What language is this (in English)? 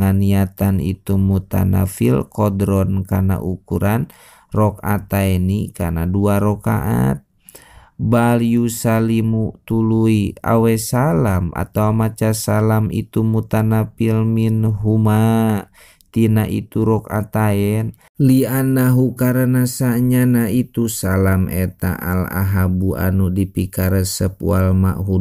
Sundanese